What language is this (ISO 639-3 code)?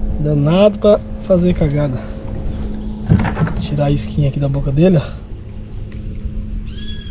por